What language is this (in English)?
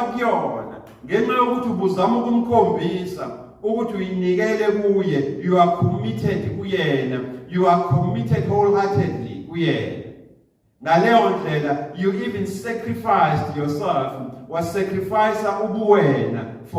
Zulu